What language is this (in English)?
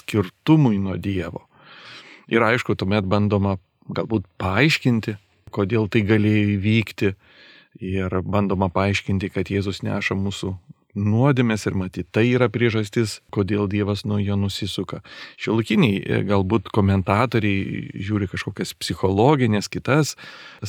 Lithuanian